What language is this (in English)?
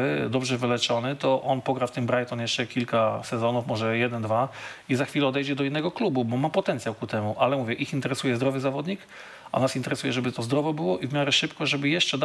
Polish